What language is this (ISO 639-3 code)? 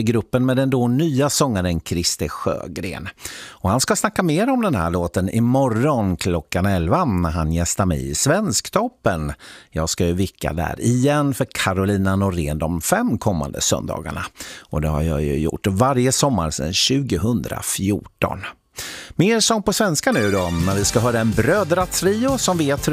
swe